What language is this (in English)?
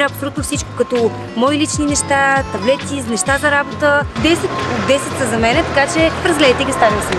Bulgarian